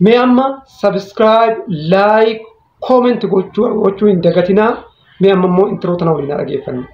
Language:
Oromo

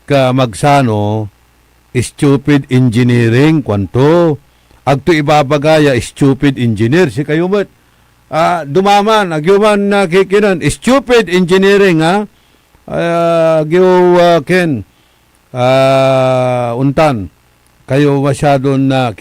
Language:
Pangasinan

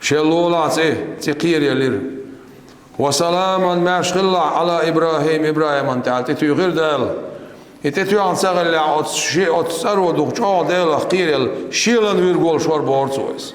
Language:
Chechen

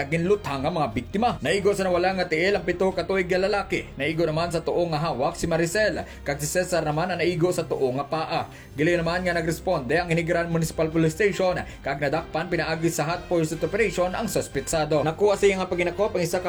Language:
Hiligaynon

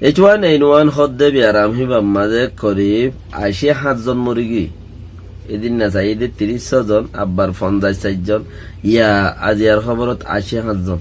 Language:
Rohingya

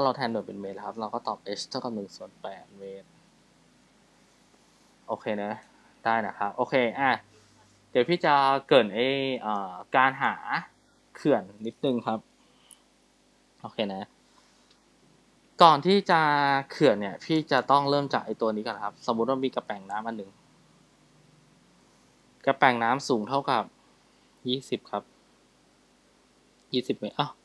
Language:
Thai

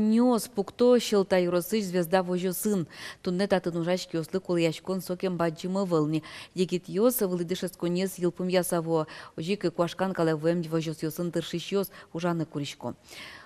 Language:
Udmurt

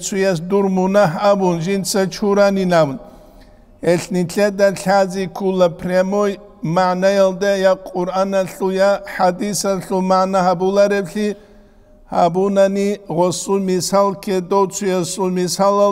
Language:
Avaric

